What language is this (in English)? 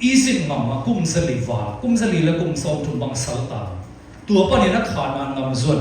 Siyin Chin